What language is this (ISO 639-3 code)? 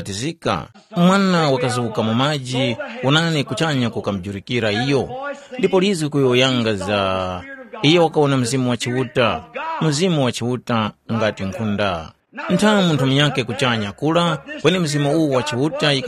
tum